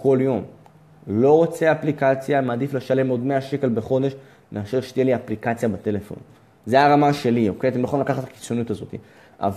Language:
Hebrew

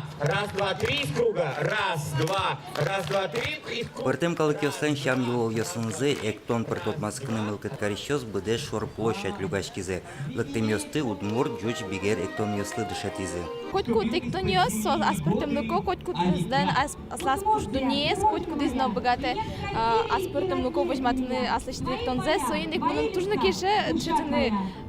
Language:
Udmurt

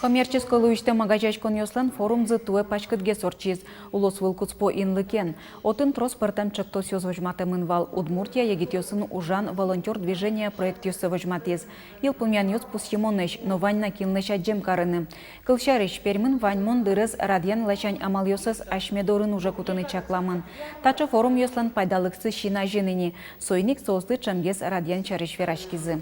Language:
Udmurt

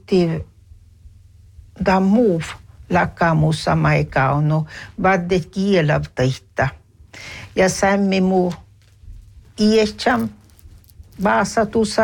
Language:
Northern Sami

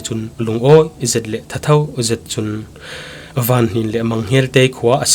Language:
Falam Chin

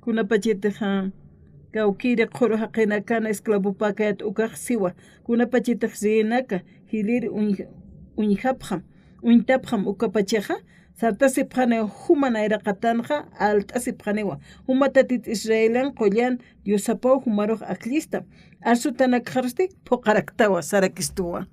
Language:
Aymara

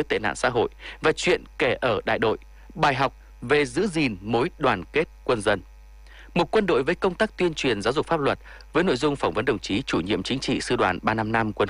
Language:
Vietnamese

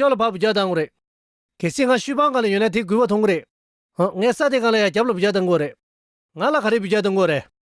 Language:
Tibetan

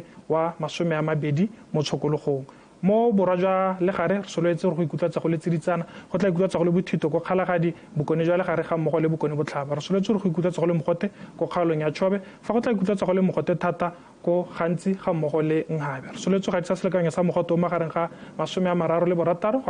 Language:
Tswana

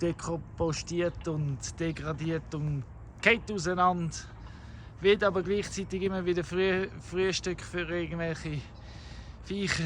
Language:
Swiss German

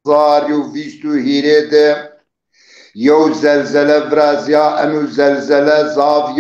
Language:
Zaza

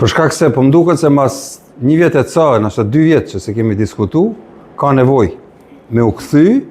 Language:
Albanian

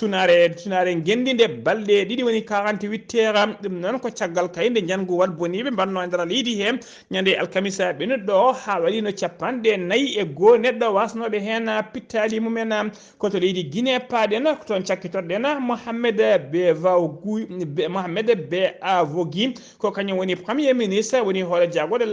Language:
Fula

